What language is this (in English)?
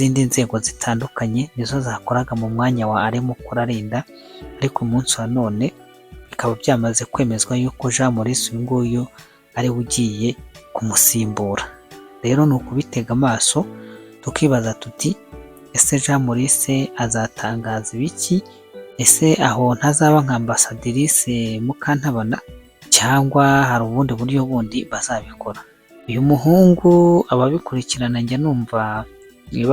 Kinyarwanda